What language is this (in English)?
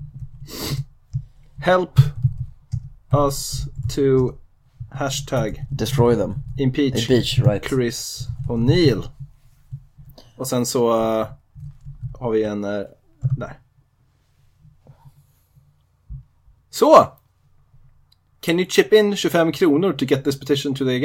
Swedish